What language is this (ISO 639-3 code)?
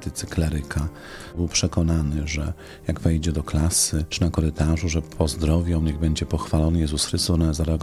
pol